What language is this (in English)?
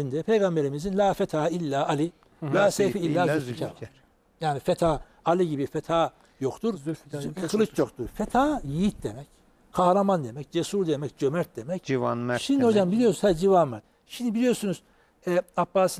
Turkish